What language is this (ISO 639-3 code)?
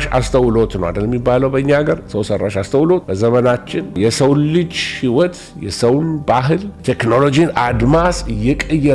amh